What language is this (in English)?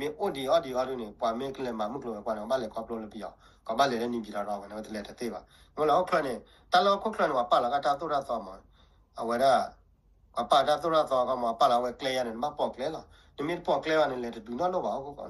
S'gaw Karen